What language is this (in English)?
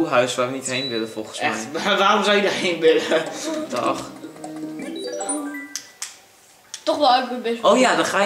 Dutch